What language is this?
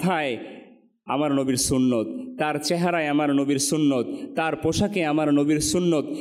Bangla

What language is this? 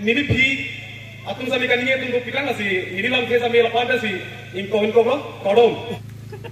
Karbi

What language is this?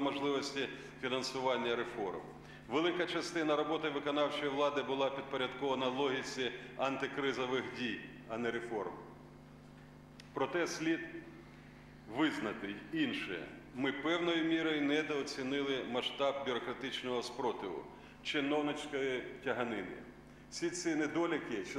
Ukrainian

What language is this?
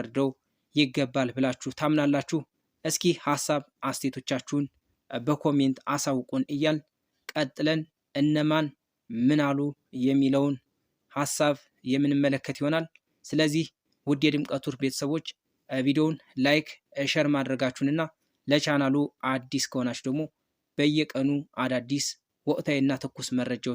Amharic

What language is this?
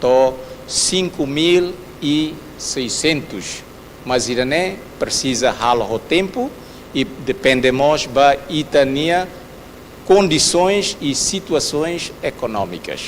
Tetum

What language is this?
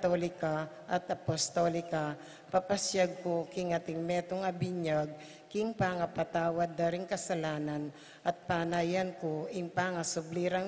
Pampanga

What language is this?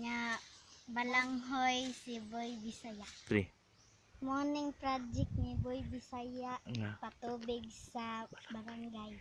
Cebuano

